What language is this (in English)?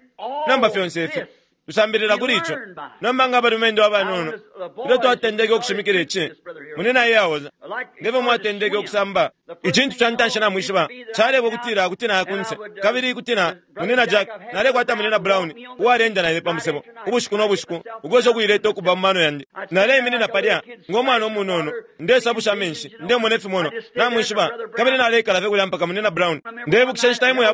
Bemba